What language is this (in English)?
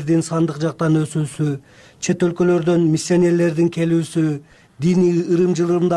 Kyrgyz